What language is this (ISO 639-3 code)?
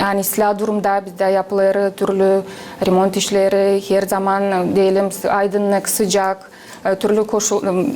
gag